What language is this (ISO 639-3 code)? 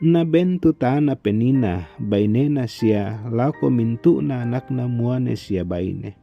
sda